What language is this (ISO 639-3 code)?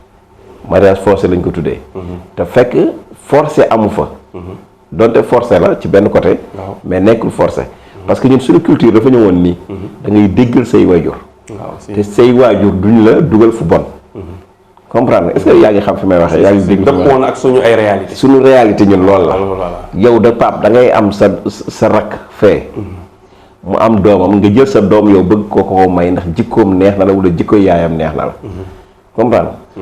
wol